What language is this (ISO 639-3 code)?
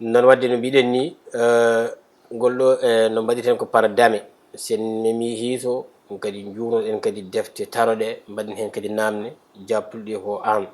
ful